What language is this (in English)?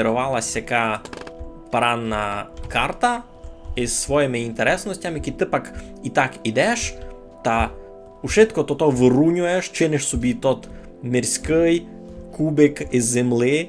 Rusyn